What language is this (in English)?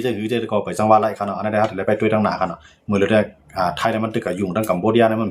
Shan